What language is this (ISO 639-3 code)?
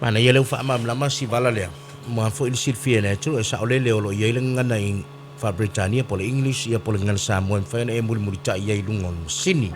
smo